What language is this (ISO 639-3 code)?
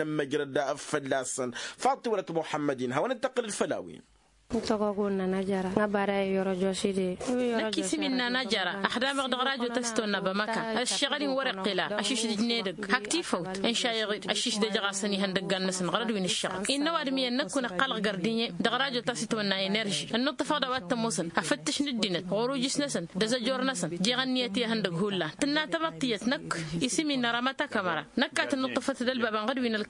taq